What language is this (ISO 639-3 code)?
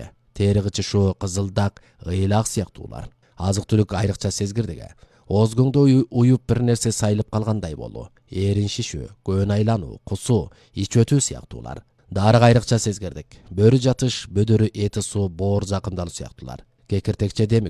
kir